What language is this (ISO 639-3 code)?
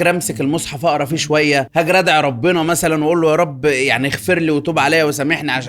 arz